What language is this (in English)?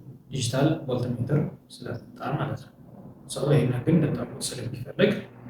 Amharic